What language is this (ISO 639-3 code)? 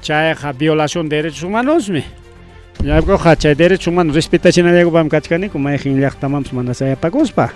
quy